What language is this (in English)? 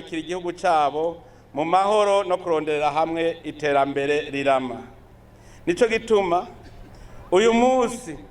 Rundi